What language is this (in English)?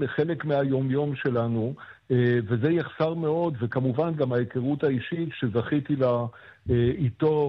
Hebrew